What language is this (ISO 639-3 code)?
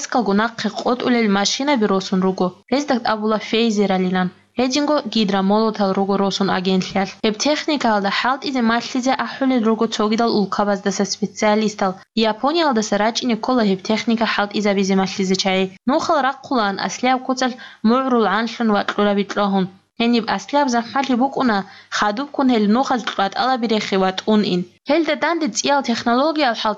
ava